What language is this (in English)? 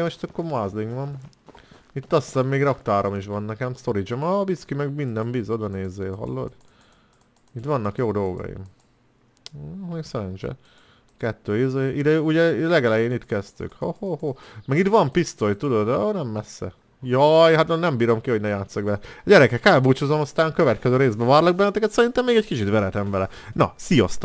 Hungarian